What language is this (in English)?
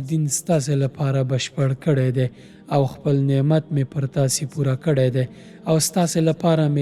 Pashto